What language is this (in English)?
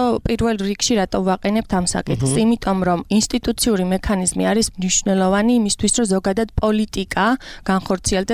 Georgian